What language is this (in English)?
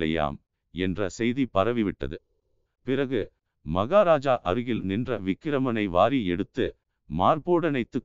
Tamil